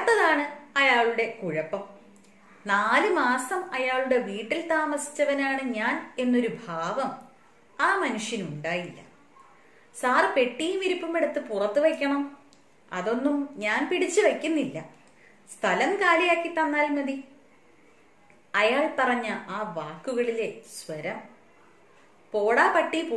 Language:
Malayalam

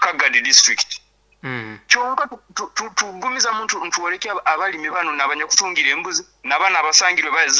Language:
Nyankole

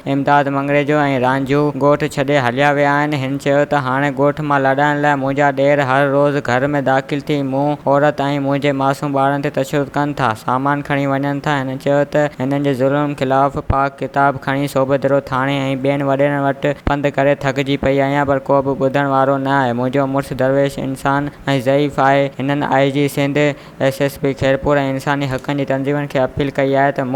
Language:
Sindhi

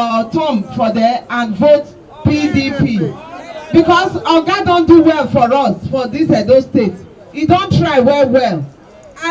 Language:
Nigerian Pidgin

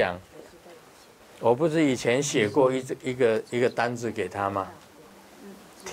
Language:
Chinese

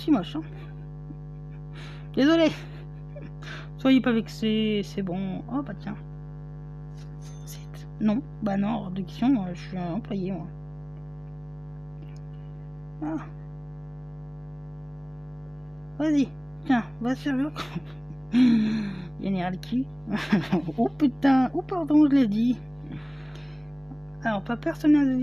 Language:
French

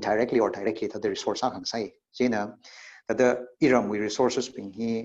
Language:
Tangkhul Naga (India)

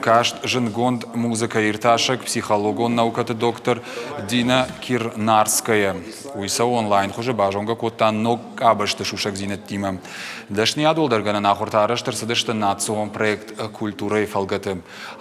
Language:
Ossetic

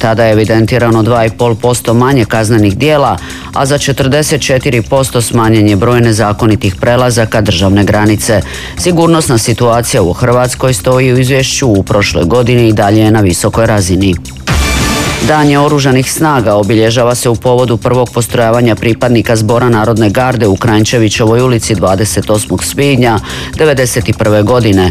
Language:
Croatian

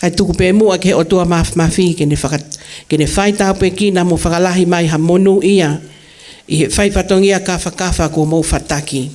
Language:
Tongan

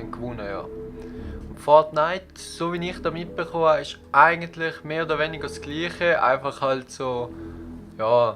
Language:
Swiss German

